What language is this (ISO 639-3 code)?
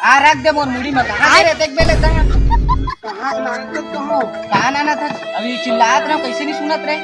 hne